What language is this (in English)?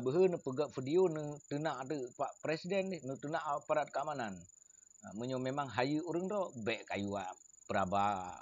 Achinese